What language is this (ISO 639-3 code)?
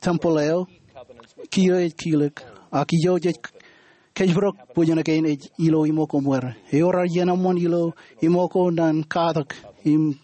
mah